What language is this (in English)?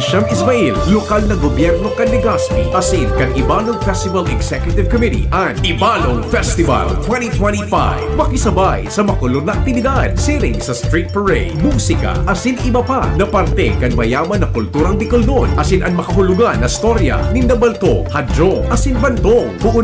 Bikol